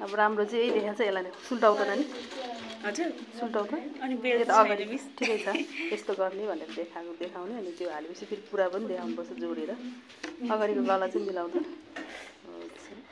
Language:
Nepali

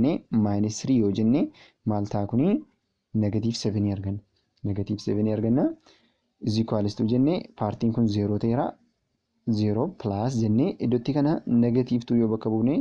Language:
Oromo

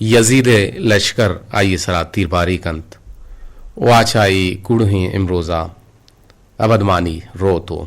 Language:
Eastern Balochi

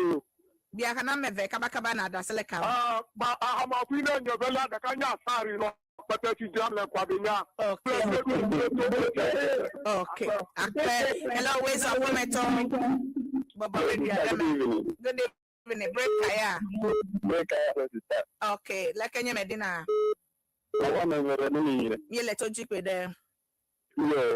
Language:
Ewe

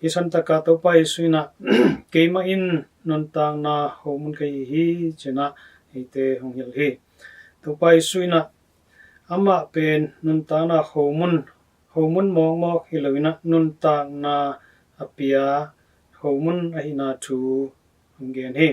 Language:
Tedim Chin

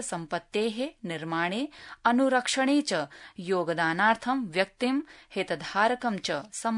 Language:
Sanskrit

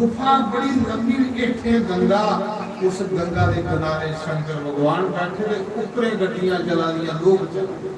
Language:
Dogri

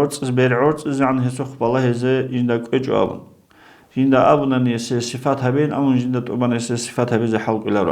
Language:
Avaric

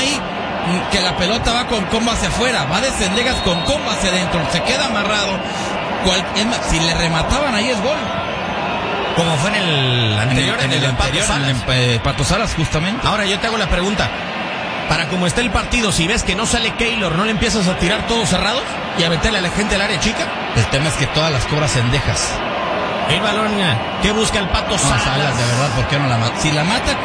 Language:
Spanish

